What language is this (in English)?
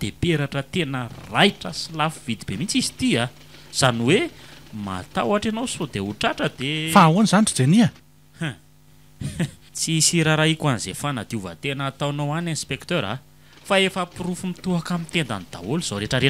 Malagasy